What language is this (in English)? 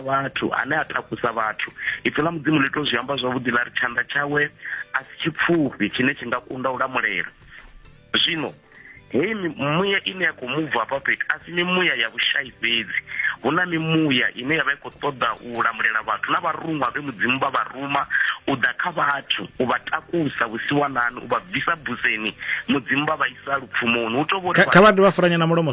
Venda